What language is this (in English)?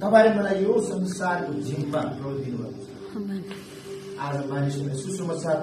Nepali